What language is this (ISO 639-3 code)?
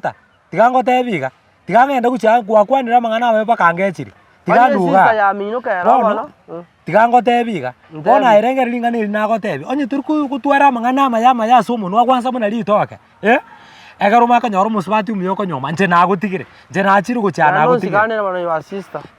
guz